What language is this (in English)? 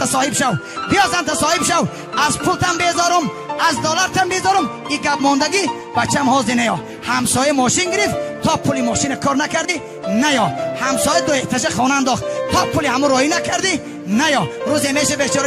Tajik